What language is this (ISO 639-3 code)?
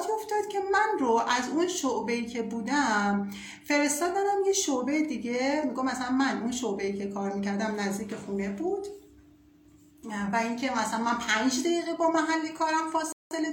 fas